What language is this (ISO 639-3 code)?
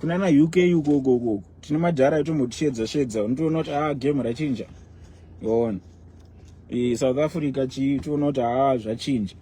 sna